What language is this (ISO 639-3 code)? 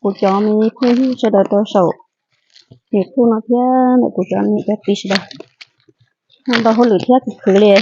hmn